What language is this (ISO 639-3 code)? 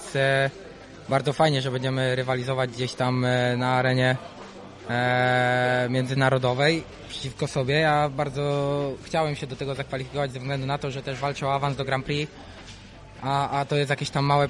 pol